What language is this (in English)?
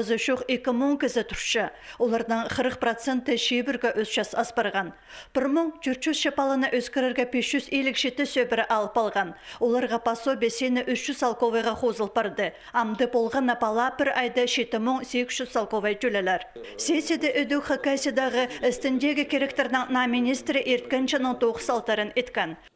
Khakas